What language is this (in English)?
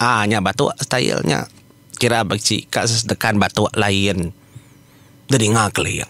Iban